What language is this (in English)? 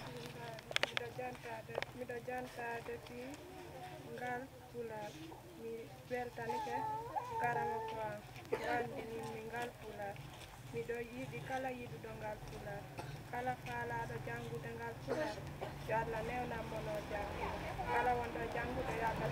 Fula